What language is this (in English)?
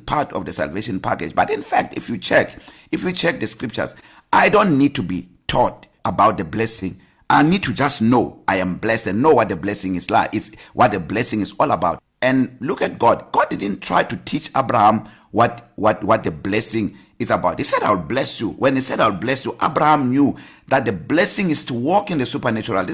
English